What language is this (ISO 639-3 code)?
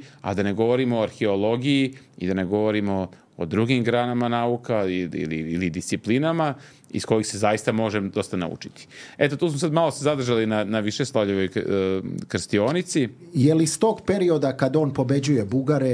srp